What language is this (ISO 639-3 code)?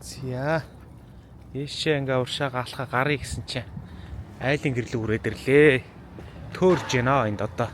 mon